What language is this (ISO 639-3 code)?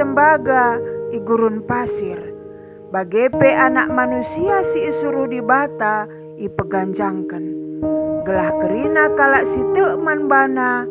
btx